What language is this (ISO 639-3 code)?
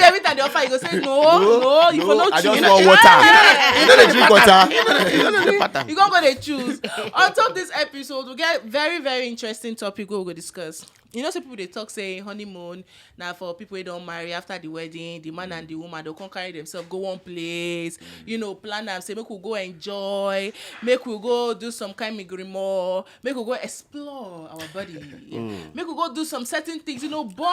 pcm